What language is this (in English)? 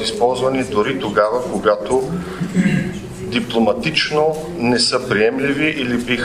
Bulgarian